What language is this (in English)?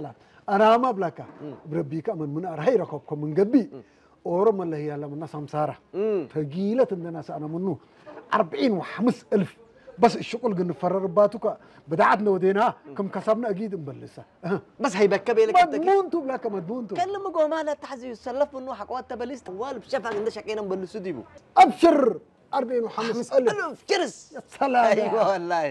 Tigrinya